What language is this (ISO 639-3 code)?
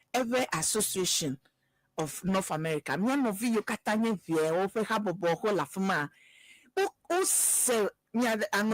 ewe